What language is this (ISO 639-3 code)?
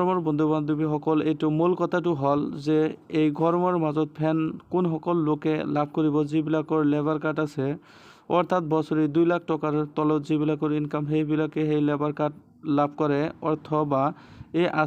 asm